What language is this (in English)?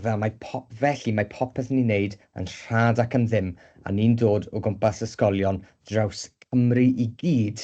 Welsh